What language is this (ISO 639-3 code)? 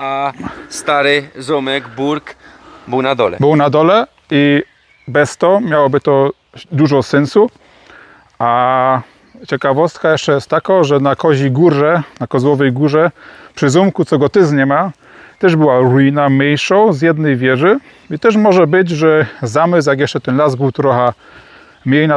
szl